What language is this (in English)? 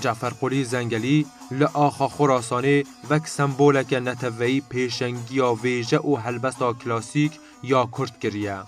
Kurdish